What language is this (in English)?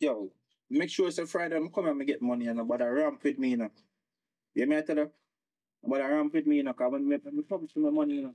Jamaican Creole English